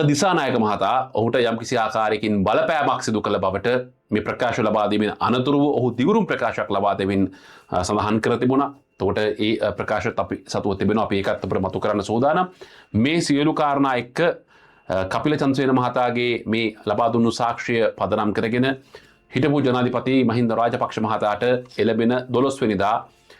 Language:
Sinhala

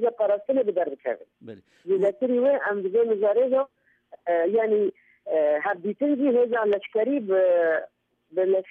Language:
Kurdish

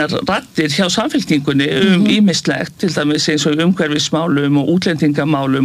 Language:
Icelandic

